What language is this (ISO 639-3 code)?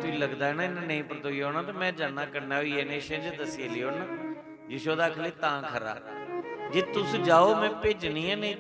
doi